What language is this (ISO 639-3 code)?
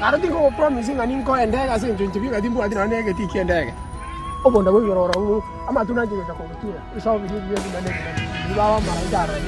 guz